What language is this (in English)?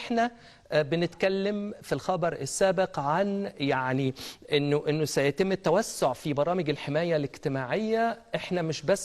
Egyptian Arabic